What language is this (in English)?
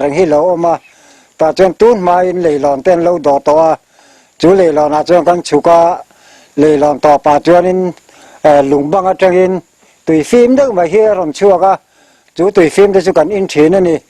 Mizo